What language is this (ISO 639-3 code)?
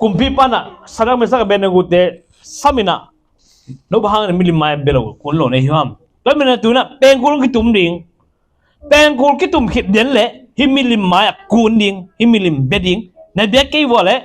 ctd